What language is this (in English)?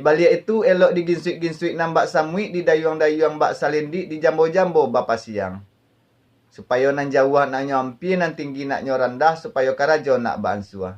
Minangkabau